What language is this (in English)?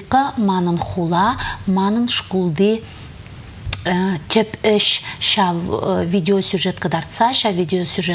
Chuvash